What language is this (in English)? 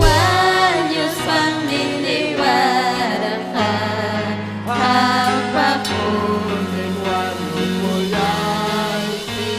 Ayacucho Quechua